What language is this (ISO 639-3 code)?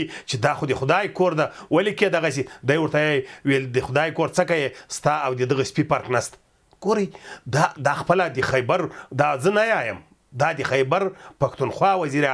pus